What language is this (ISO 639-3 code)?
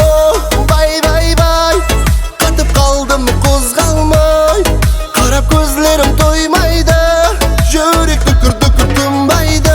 kaa